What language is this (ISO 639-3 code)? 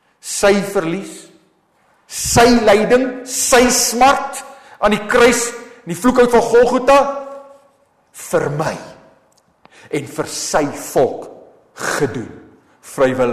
afr